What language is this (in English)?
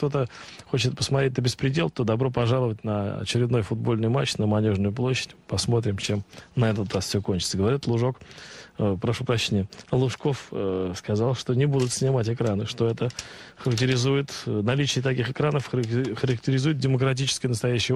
Russian